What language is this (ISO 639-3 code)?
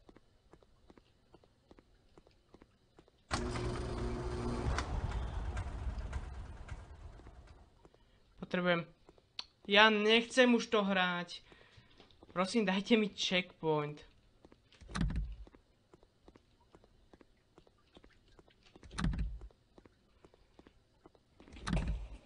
slk